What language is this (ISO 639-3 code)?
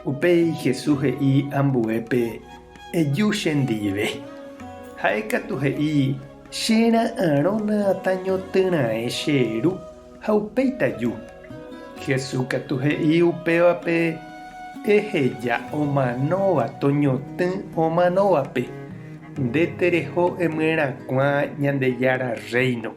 grn